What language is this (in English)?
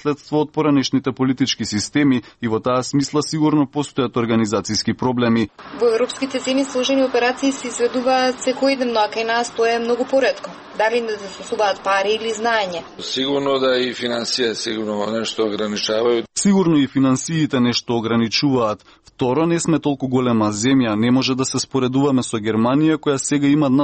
Macedonian